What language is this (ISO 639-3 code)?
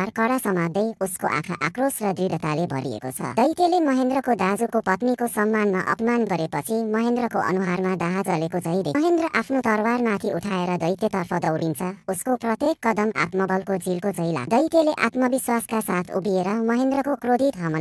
nep